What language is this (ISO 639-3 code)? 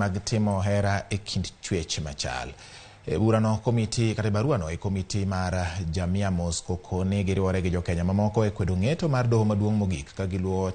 luo